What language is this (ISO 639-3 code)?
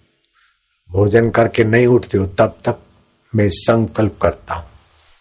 hin